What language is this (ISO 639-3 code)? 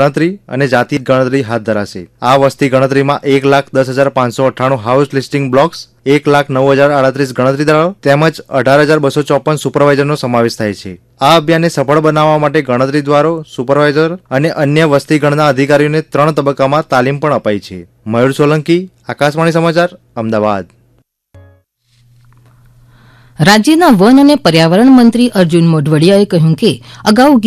guj